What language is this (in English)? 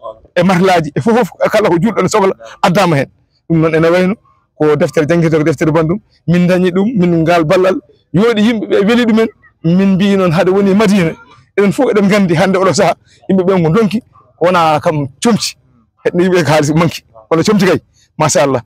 Fula